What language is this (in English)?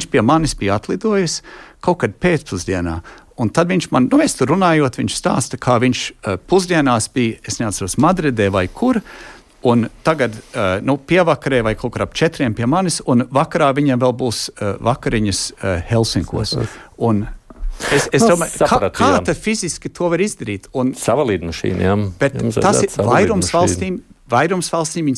Latvian